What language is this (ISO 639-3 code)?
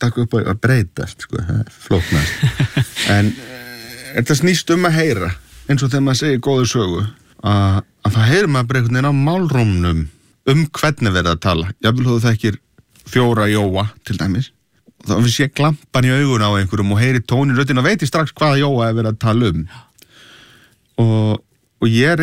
isl